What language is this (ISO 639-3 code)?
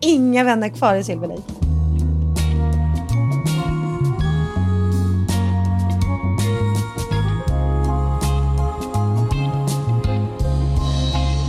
swe